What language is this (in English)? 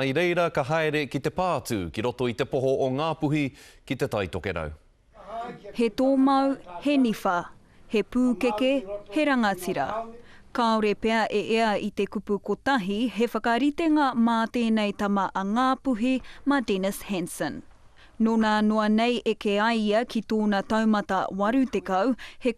Māori